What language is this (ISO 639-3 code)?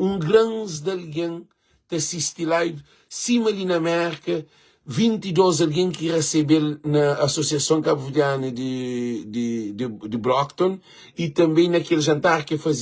kea